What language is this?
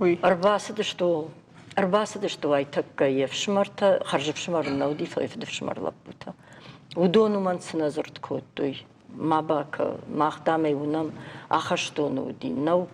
Ossetic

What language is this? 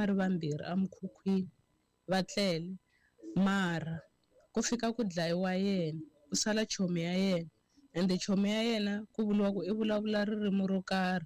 Tsonga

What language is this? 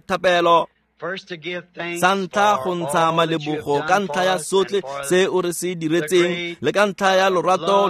Tswana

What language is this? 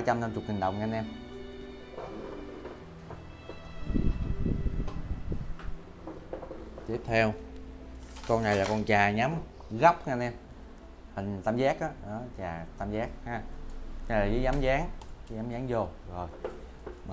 Vietnamese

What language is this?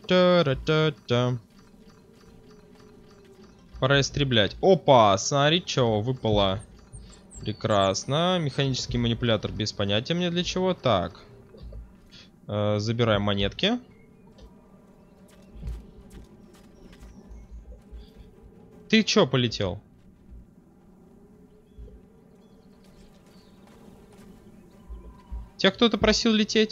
Russian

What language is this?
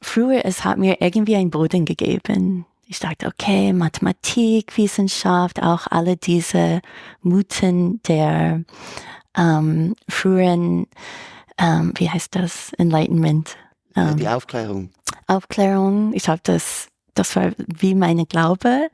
Swiss German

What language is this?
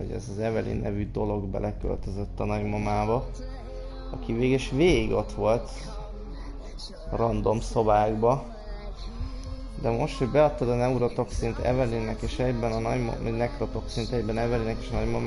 Hungarian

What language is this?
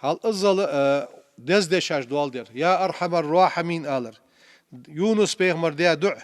Ingush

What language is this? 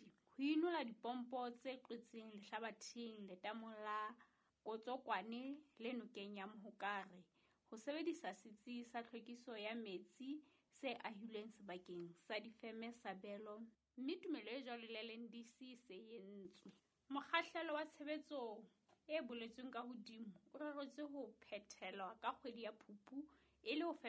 Southern Sotho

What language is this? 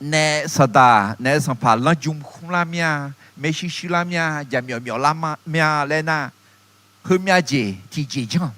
Akha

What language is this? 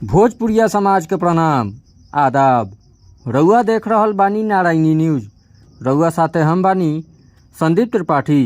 Bhojpuri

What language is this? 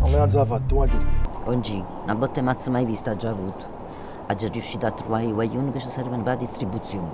Neapolitan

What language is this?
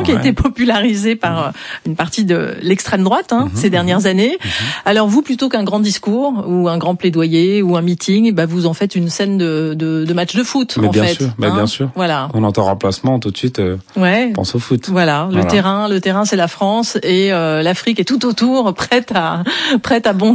French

